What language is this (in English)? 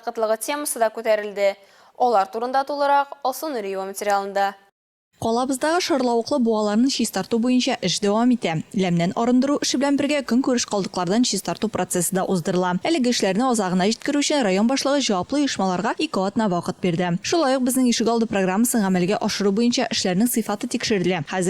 Tatar